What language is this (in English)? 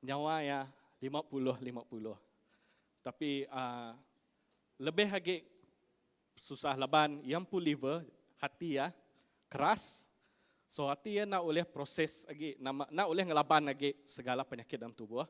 Iban